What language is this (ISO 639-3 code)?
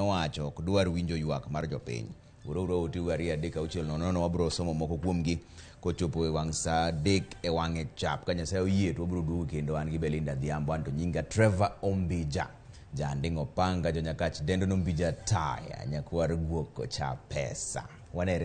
luo